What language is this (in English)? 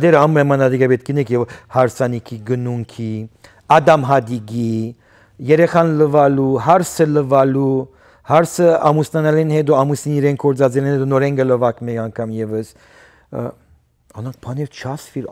Western Armenian